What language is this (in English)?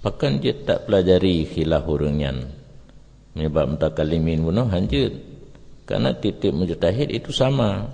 Achinese